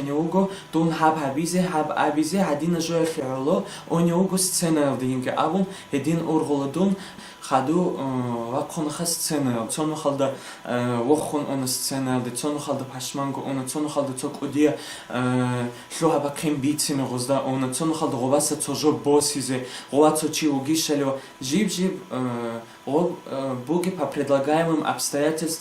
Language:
Avaric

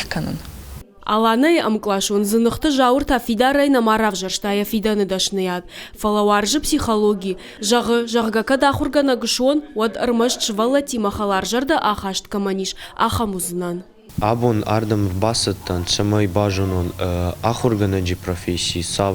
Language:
Ossetic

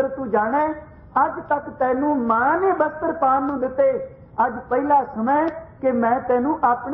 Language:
Punjabi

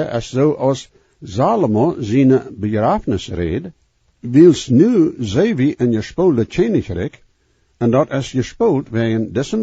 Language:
Plautdietsch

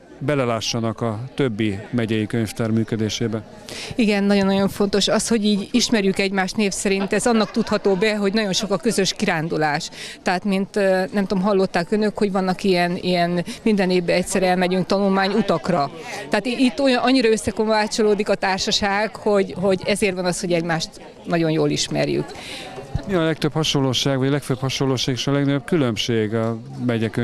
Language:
Hungarian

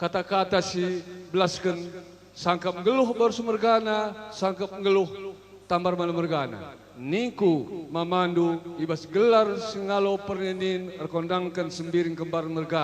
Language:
Batak Karo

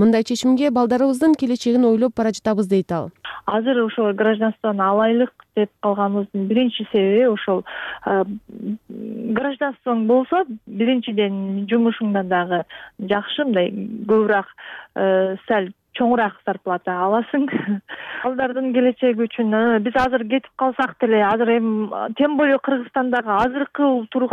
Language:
Kyrgyz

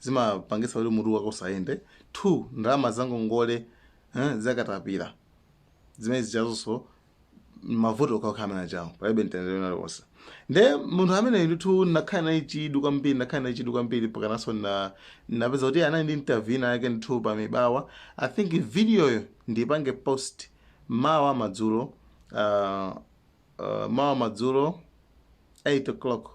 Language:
Nyanja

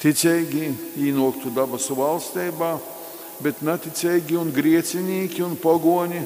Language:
Latgalian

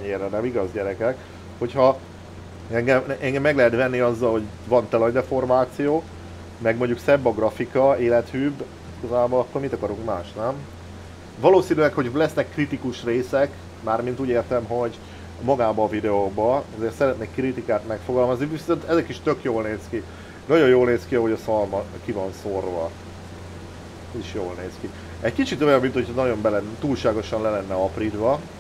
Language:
Hungarian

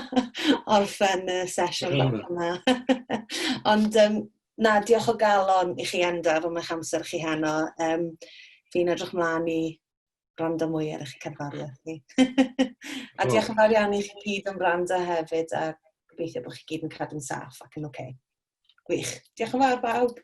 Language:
Welsh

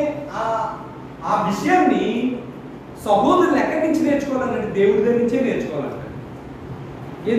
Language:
Telugu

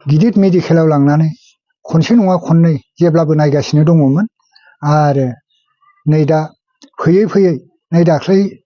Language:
Bodo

